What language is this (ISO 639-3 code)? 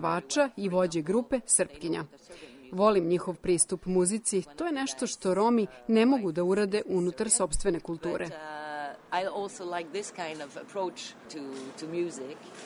srp